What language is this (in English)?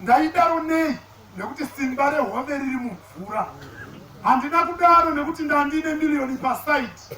Shona